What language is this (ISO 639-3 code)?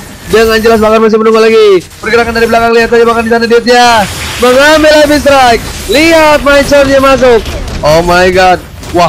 ind